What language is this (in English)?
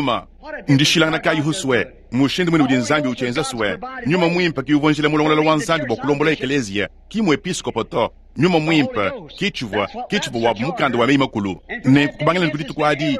Luba-Lulua